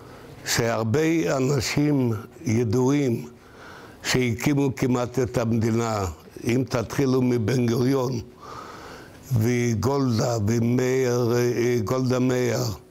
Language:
Hebrew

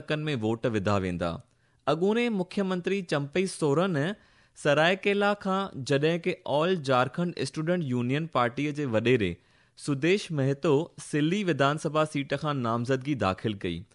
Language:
Sindhi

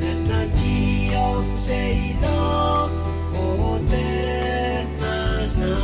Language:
Pohnpeian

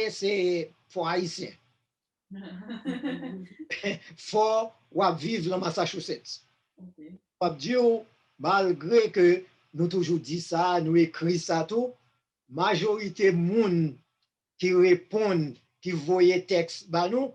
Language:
Haitian Creole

